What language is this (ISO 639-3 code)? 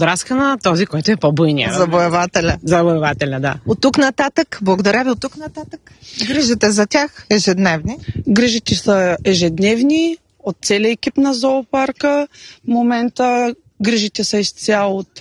bul